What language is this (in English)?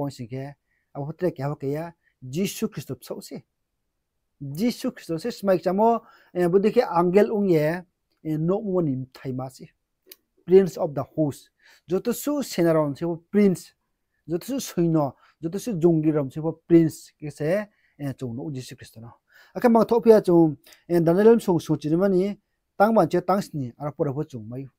Riang (India)